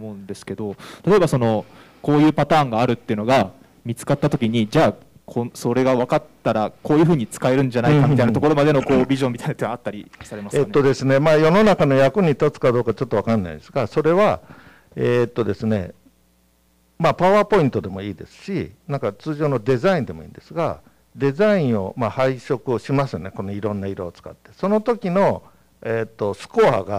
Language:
Japanese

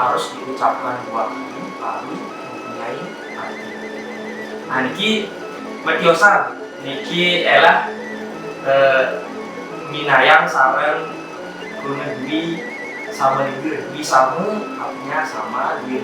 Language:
Balinese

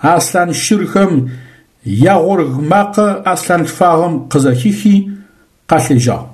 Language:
Adyghe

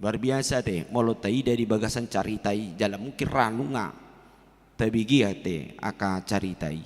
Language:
Batak Toba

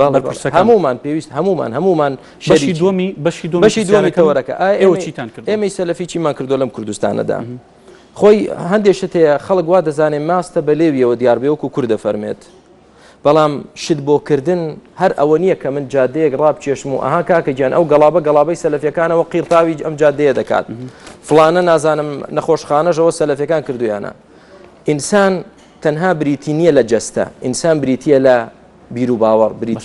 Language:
Central Kurdish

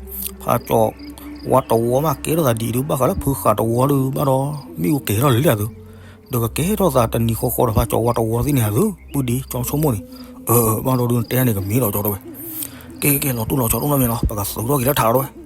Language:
S'gaw Karen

